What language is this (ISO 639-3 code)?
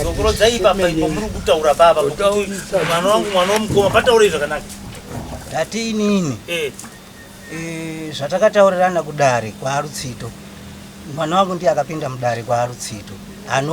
sna